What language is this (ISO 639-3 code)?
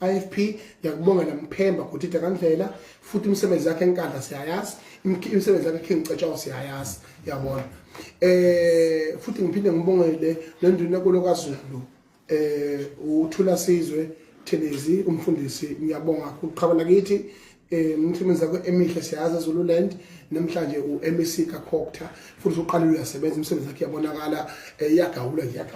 zul